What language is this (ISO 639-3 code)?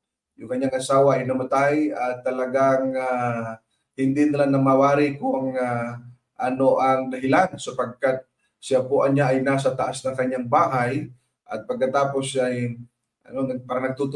fil